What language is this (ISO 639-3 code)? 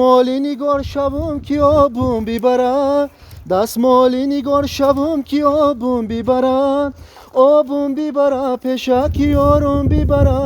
tgk